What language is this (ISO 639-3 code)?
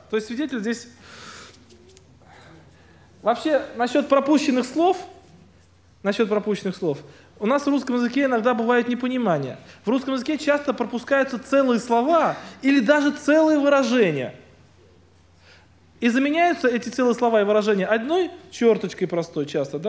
rus